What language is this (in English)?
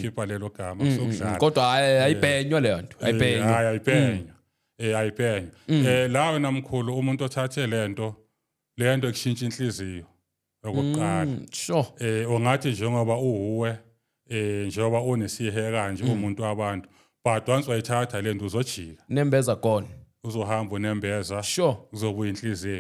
Zulu